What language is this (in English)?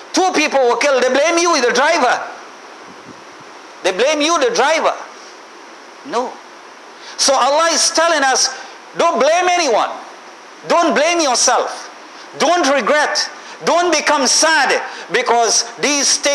English